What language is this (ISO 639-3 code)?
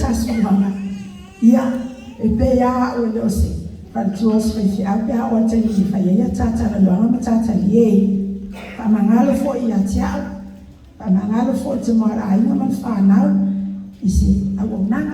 smo